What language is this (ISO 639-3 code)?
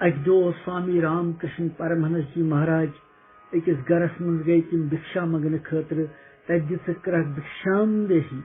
kas